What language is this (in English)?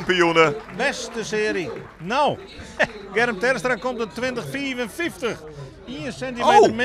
Western Frisian